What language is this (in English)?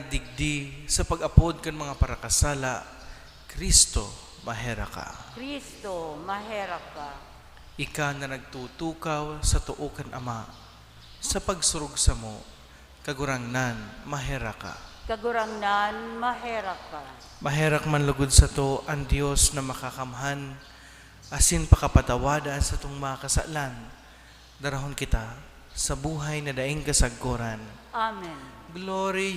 Bikol